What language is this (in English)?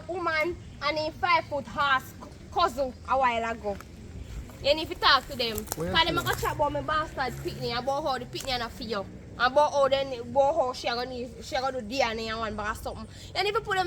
Jamaican Creole English